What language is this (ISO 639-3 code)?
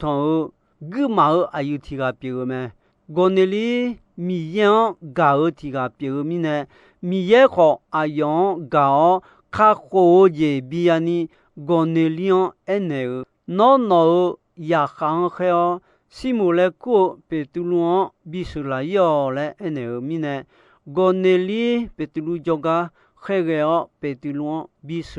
ahk